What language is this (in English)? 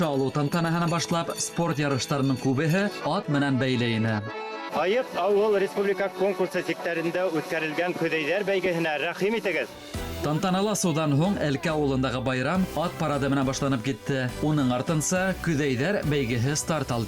Bashkir